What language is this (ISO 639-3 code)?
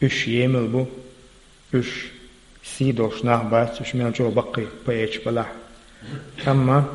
che